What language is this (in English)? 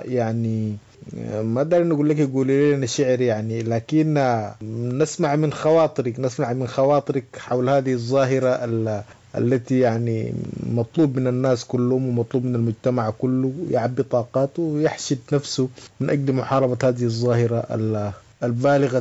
Sudanese Arabic